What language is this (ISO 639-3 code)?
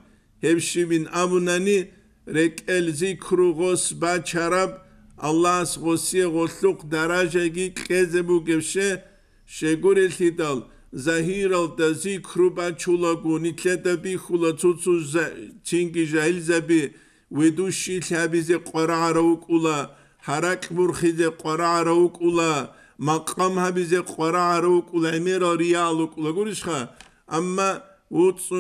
ava